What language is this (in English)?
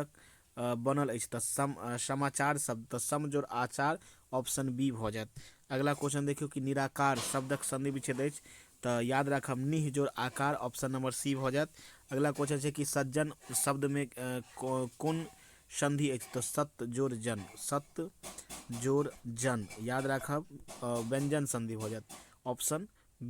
Maithili